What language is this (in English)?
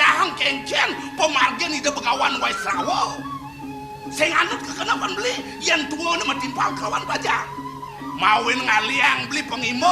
Balinese